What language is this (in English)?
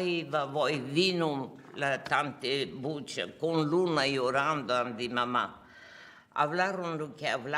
Ladino